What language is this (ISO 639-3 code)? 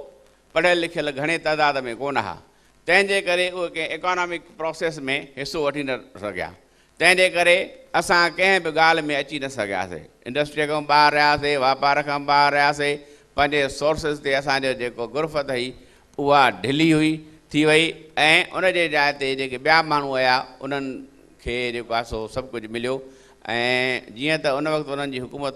snd